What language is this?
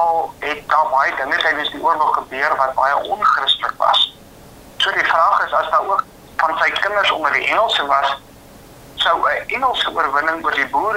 Afrikaans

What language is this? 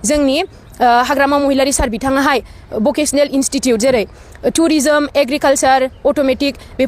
Bodo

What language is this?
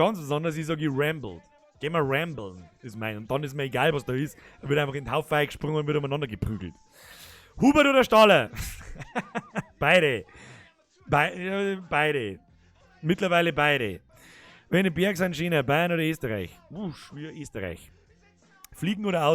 Bavarian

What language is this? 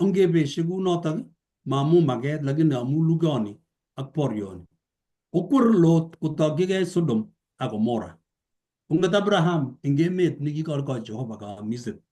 Kalenjin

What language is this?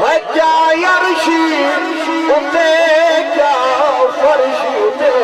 Saraiki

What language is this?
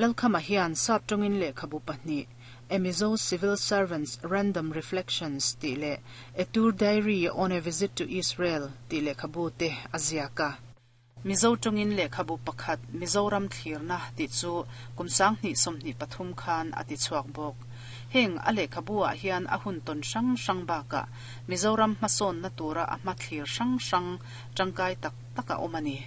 Mizo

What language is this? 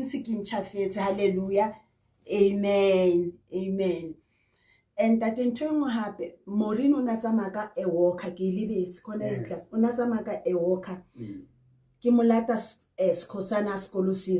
Southern Sotho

